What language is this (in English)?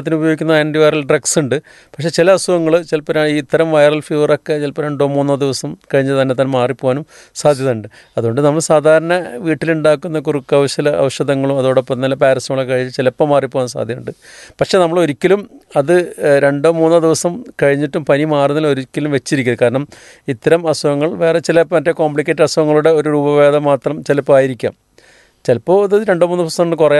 Malayalam